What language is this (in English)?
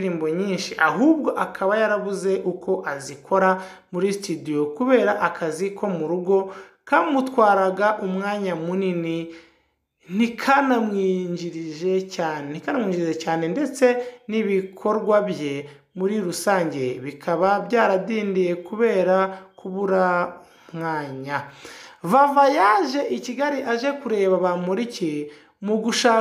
Kinyarwanda